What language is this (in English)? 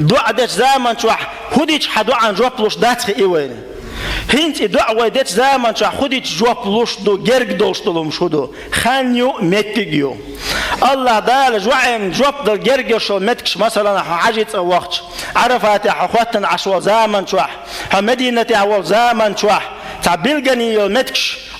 Chechen